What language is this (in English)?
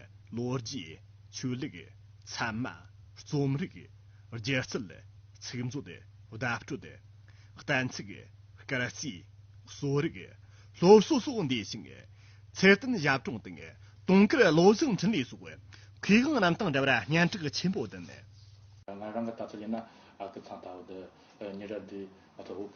Tibetan